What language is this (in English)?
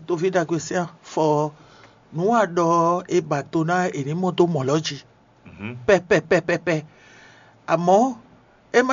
Fon